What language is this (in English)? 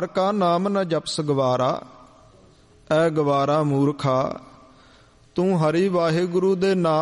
Punjabi